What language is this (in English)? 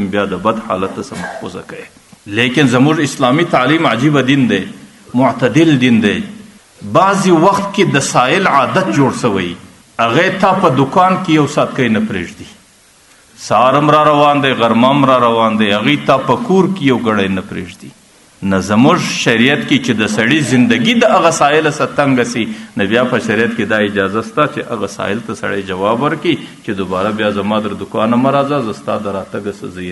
Pashto